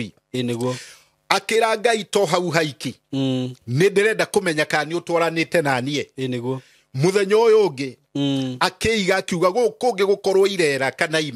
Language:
Kikuyu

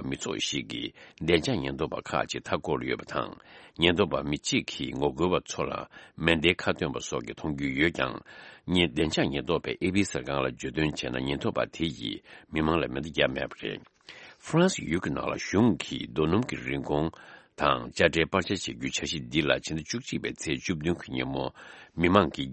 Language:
Tibetan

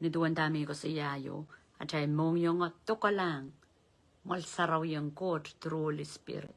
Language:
Pohnpeian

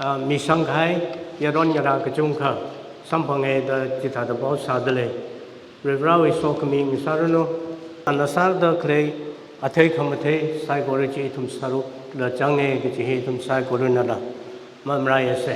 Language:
Tangkhul Naga (India)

